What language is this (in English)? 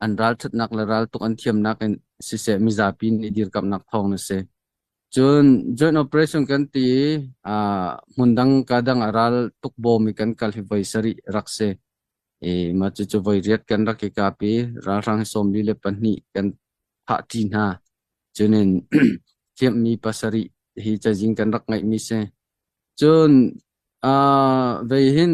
Hakha Chin